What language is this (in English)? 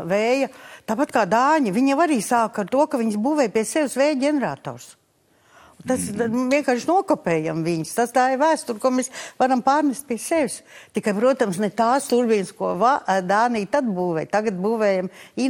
Latvian